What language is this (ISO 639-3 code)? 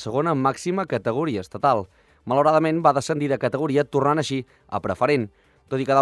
cat